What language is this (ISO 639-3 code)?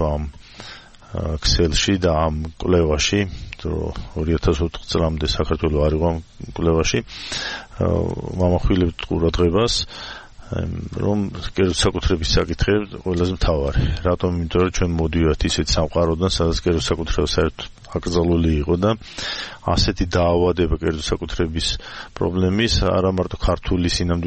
kat